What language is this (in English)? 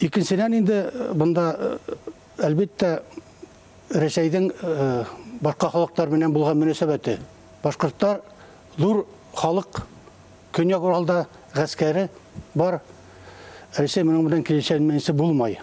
Bashkir